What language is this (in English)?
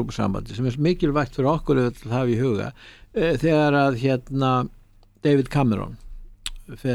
Icelandic